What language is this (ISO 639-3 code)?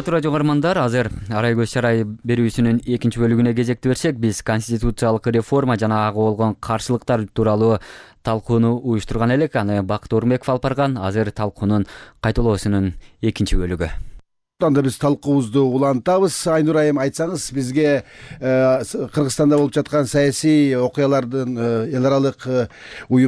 kir